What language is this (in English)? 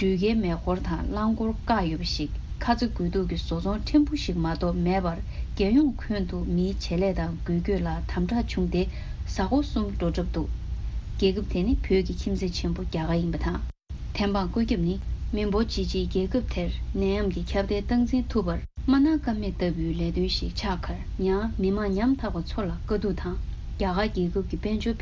Tibetan